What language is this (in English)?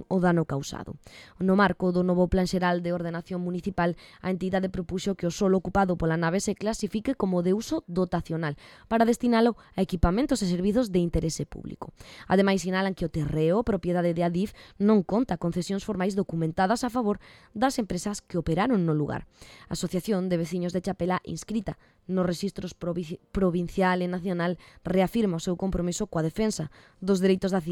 Galician